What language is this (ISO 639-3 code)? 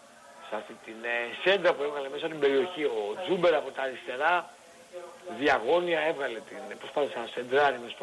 ell